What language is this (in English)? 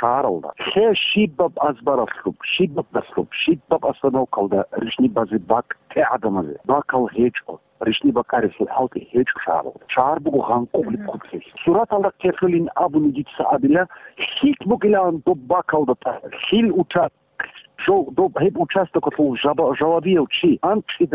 Avaric